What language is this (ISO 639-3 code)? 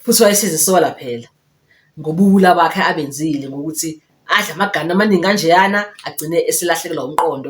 zul